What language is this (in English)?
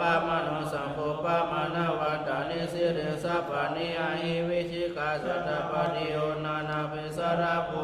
Pali